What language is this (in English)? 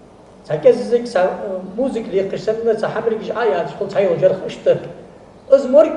Ingush